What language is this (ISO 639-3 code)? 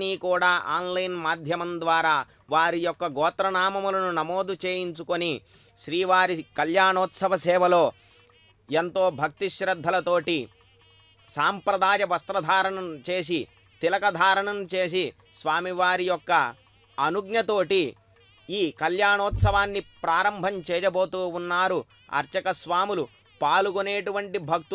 tel